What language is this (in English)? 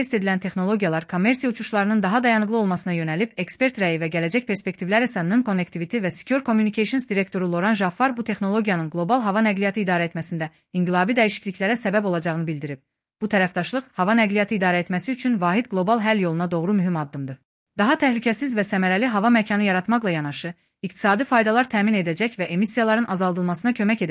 Azerbaijani